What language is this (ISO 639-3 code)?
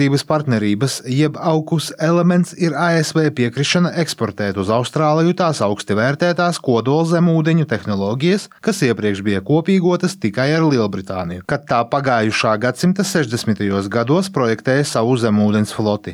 lav